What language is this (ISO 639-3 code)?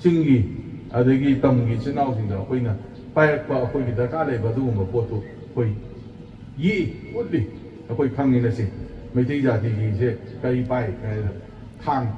mni